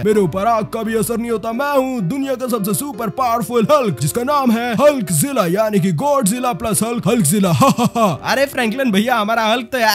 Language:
Hindi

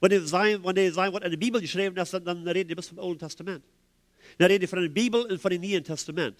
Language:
Plautdietsch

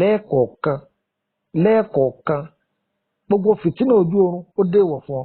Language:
Yoruba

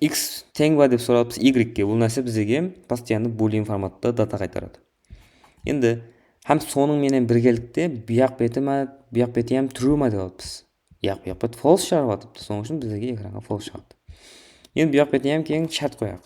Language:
Kara-Kalpak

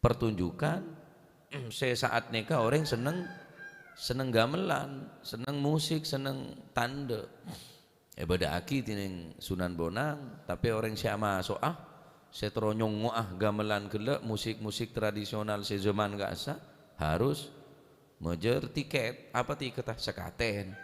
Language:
Madurese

